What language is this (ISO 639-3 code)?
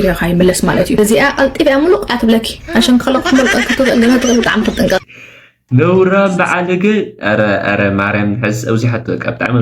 tir